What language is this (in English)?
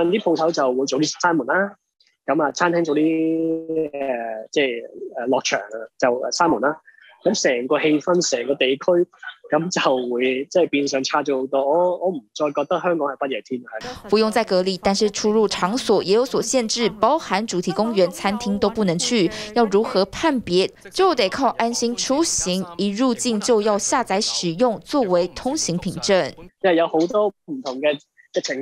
Chinese